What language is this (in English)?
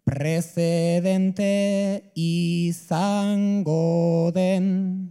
Basque